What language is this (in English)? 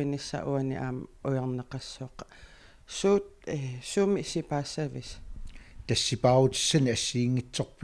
Kalaallisut